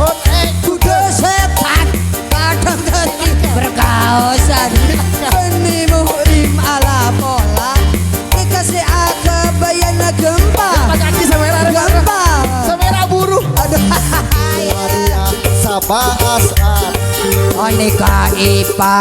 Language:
Madurese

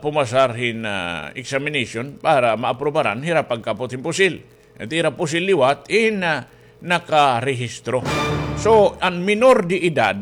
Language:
Waray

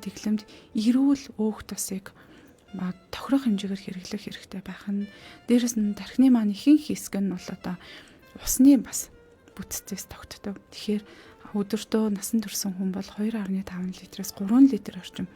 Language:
Mongolian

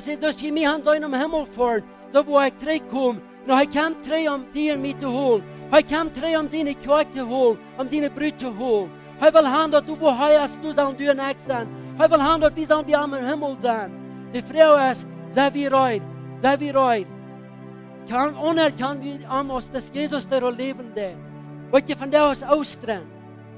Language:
Plautdietsch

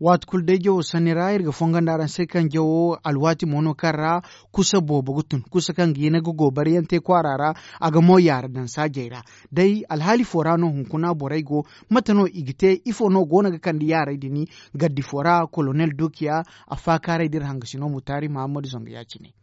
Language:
Zarma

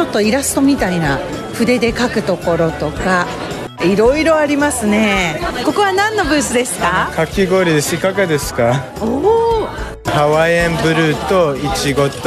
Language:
Japanese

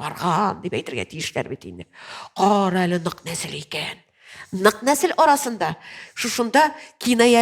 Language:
Tatar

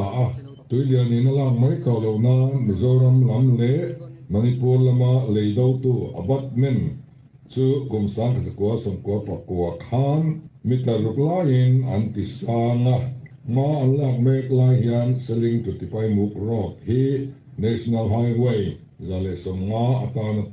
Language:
Mizo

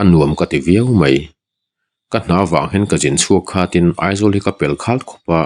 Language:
Mizo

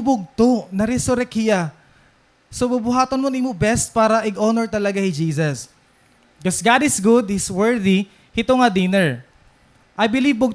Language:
Waray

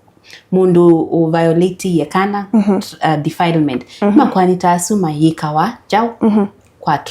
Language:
Kamba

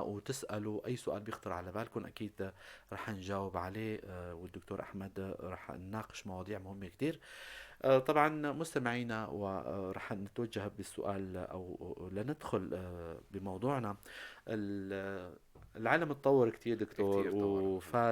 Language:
North Levantine Arabic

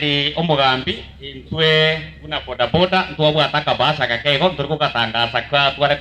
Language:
Gusii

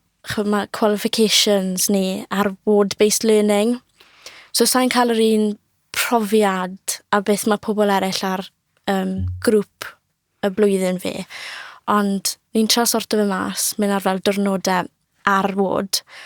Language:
Welsh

